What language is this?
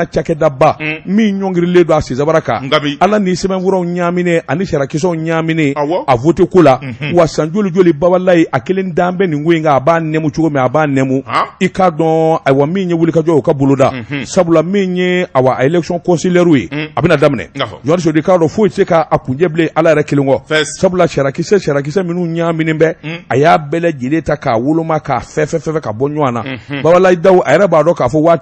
Bambara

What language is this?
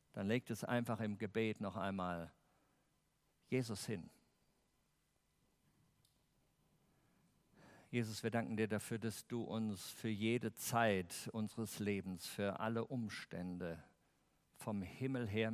German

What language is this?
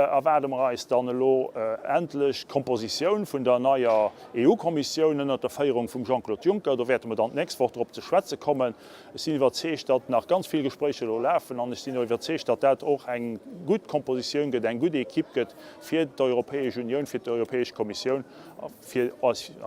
Luxembourgish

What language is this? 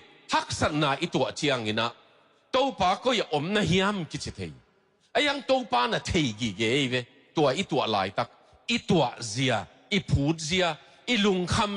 Tedim Chin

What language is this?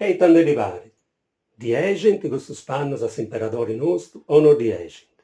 Sardinian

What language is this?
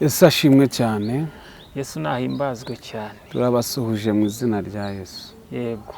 Kinyarwanda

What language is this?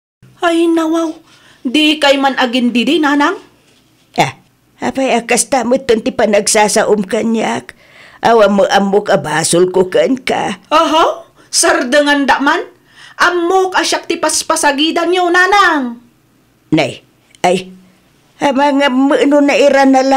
Iloko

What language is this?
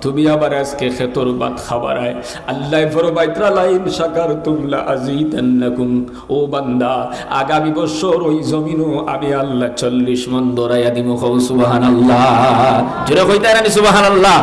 Sylheti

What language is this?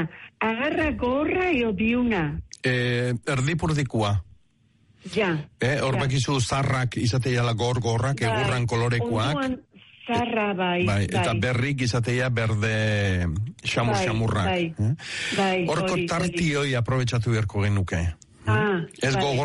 Basque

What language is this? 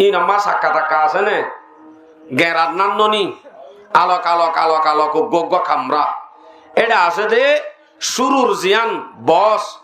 Rohingya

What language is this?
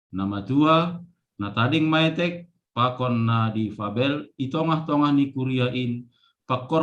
Batak Simalungun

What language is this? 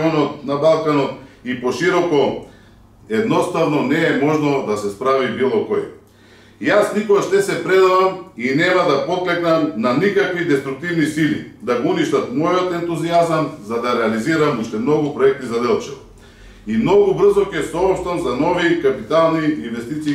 Macedonian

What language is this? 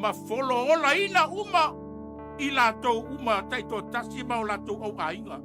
Samoan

